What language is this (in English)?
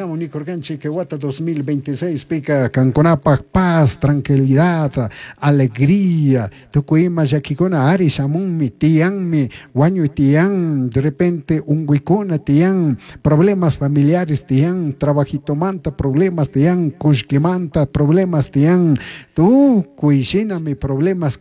Chimborazo Highland Quichua